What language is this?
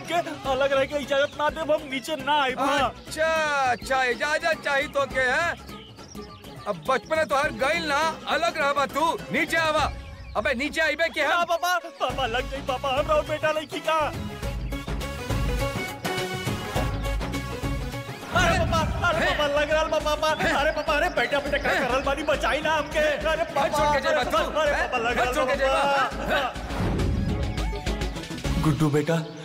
Bhojpuri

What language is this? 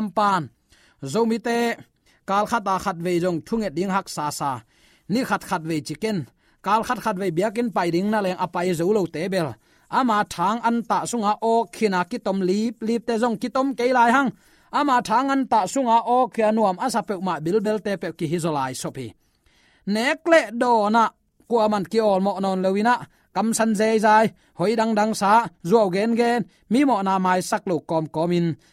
Tedim Chin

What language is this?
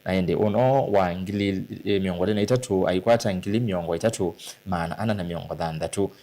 Kamba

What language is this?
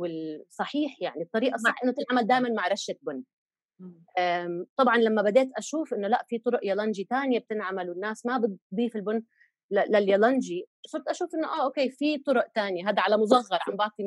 North Levantine Arabic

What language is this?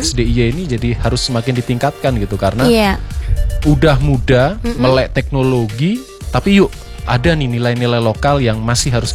Indonesian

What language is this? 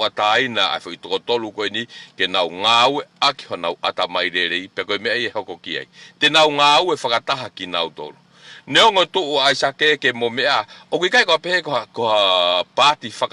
Tongan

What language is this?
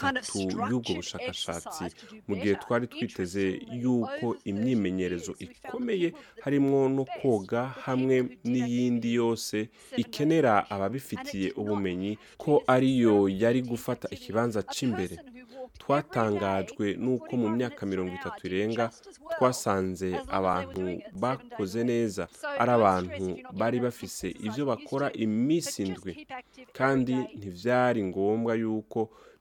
Rundi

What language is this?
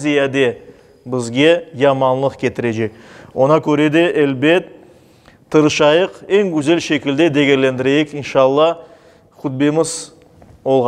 Crimean Tatar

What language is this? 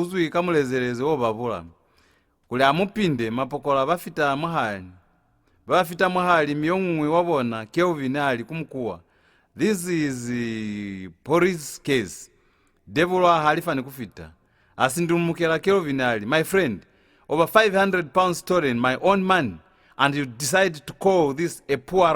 Lozi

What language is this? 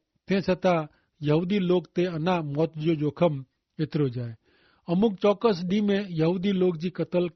Kachhi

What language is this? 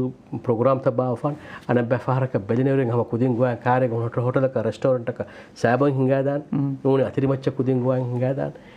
Divehi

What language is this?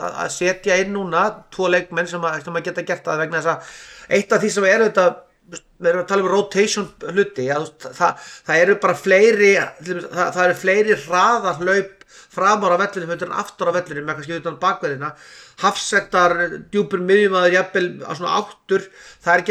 Icelandic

